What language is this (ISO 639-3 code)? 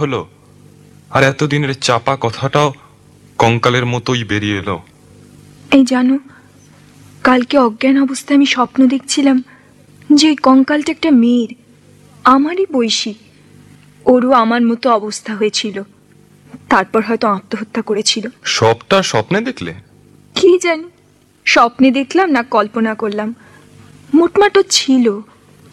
ben